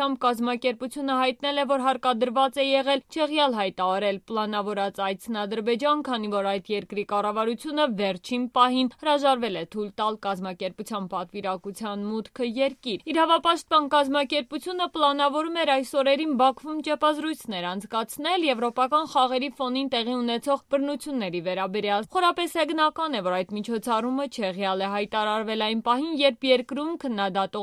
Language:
Armenian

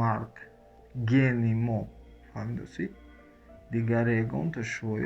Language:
Tajik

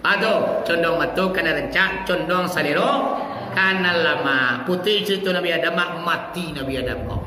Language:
Minangkabau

